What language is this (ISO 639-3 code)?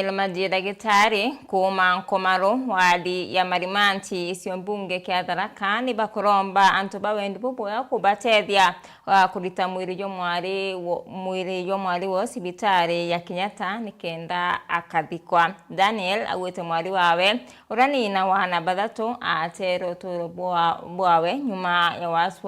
mer